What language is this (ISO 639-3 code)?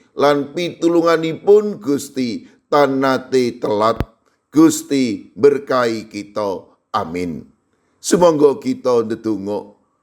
jav